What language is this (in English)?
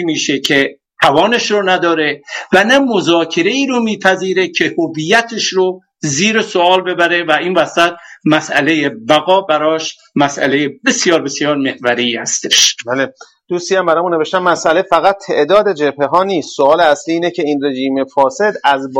Persian